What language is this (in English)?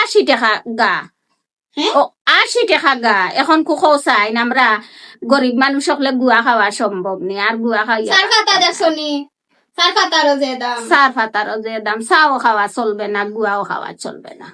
Sylheti